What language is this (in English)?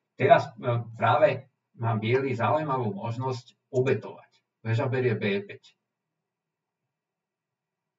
Slovak